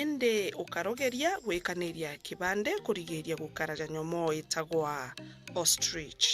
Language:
Meru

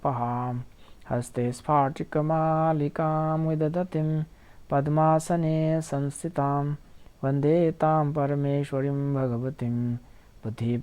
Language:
Manipuri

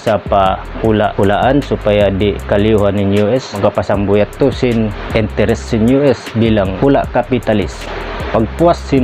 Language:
Tausug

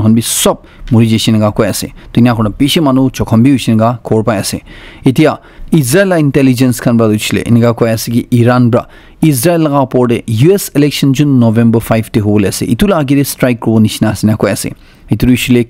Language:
Naga Pidgin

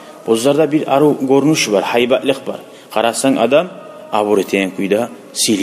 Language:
Kumyk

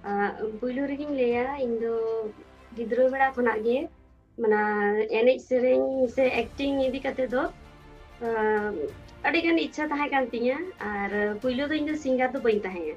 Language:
Santali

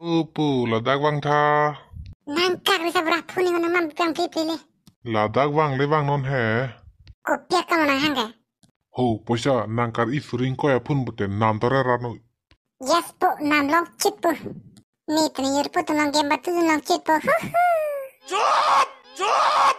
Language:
Karbi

